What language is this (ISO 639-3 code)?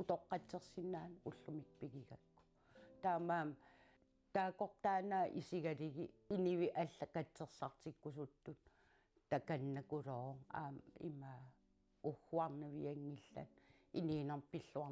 kal